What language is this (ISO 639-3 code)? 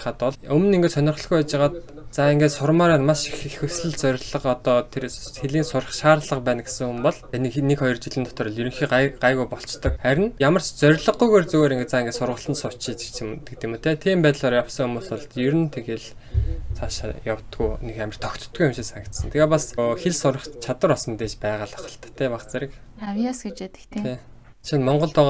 mon